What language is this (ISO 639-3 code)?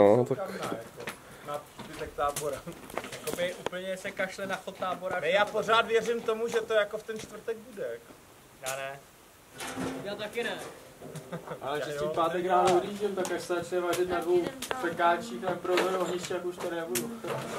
ces